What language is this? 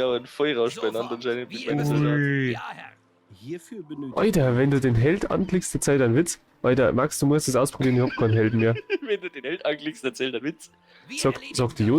Bavarian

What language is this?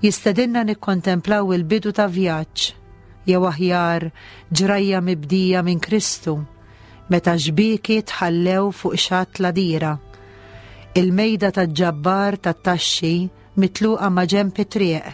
Maltese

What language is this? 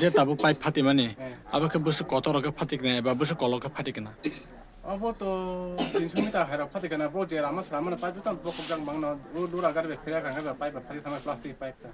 Kok Borok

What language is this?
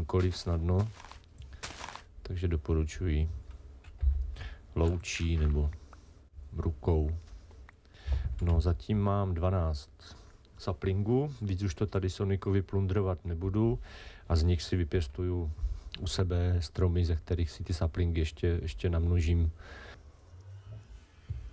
Czech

